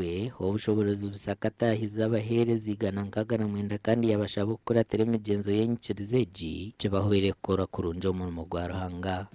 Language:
Nyankole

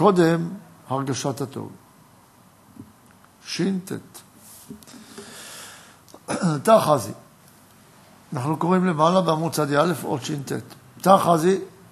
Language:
Hebrew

